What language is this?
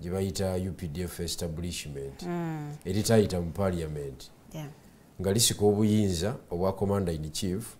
Ganda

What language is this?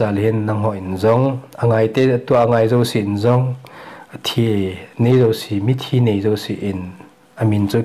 Thado Chin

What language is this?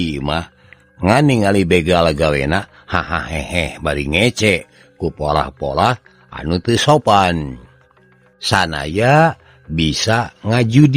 Sundanese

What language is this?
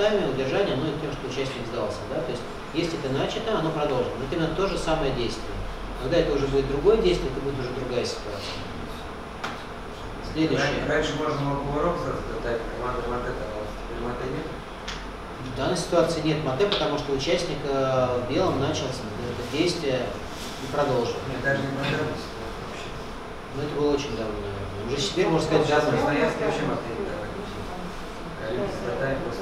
Russian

